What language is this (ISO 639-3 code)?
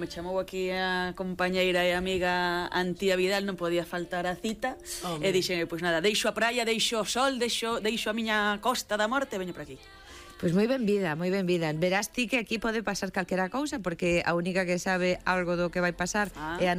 glg